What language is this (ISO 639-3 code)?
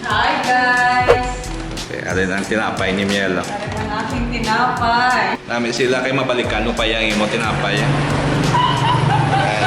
hil